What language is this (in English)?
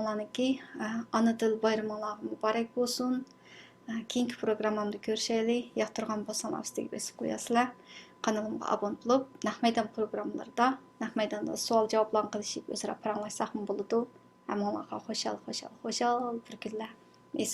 Uyghur